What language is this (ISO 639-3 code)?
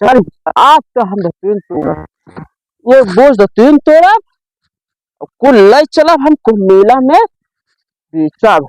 awa